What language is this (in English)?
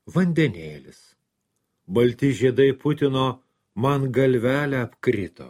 Lithuanian